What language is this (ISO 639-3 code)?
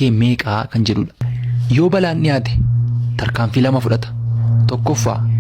orm